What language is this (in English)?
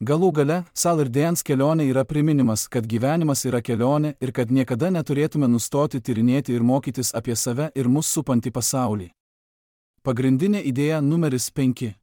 Lithuanian